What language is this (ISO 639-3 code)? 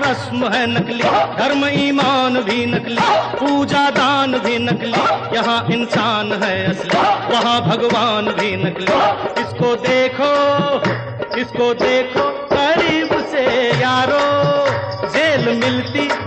hin